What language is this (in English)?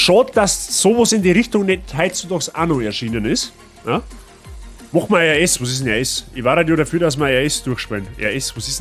Bavarian